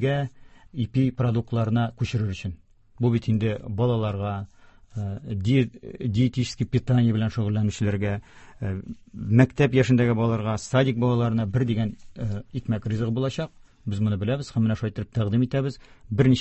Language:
Tatar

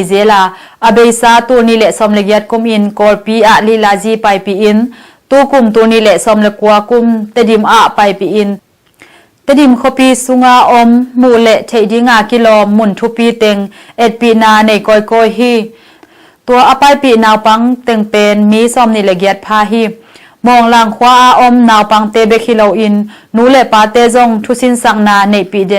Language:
Tedim Chin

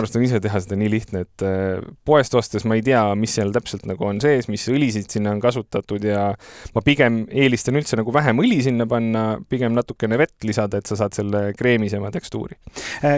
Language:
Estonian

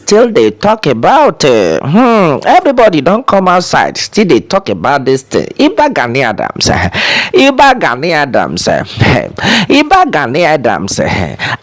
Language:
Nigerian Pidgin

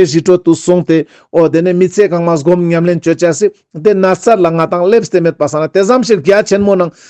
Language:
Ladakhi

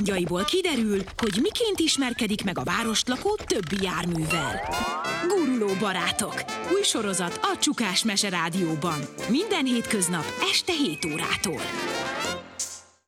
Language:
Hungarian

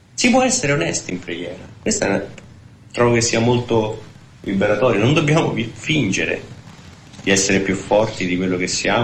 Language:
Italian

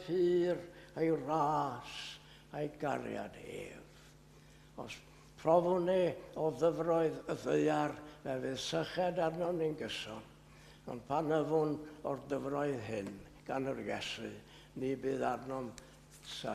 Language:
Welsh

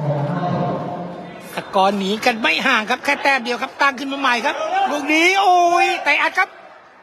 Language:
Thai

